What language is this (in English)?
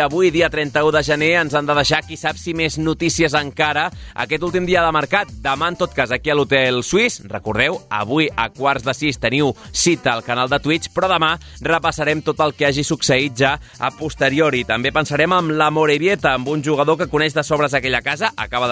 Catalan